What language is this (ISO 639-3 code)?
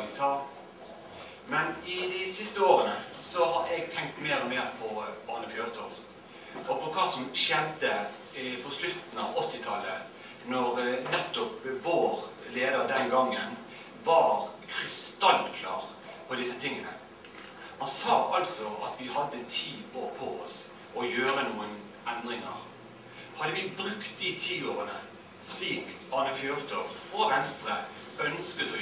nor